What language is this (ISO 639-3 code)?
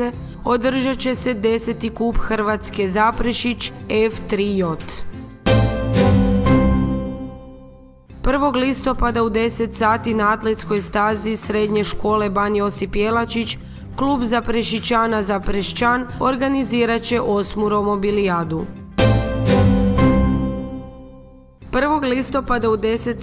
hrv